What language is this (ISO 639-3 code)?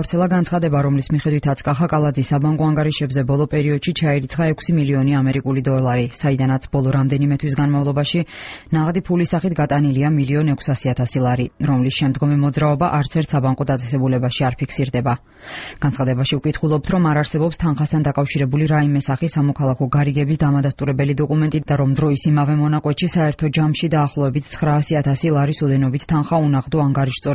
kat